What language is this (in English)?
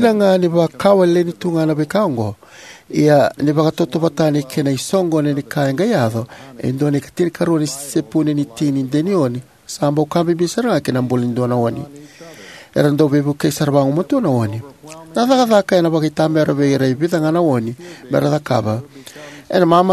Fijian